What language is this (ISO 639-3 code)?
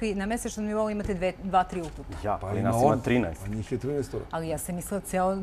srp